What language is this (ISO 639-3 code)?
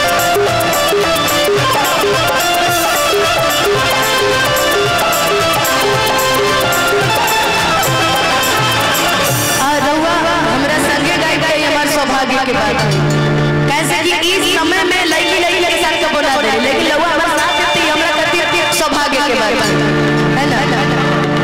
bho